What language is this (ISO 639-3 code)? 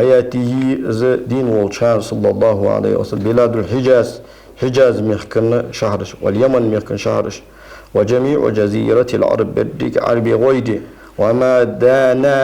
inh